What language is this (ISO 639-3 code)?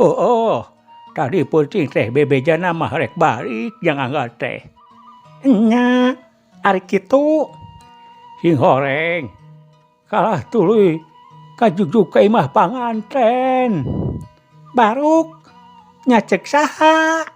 sun